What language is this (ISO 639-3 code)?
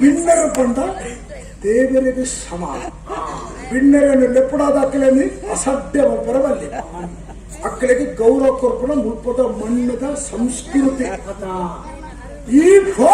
tcy